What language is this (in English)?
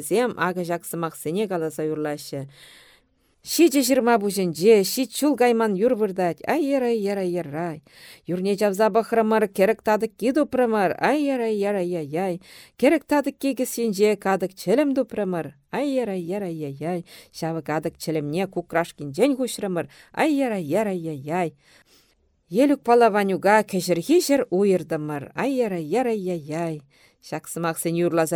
Chuvash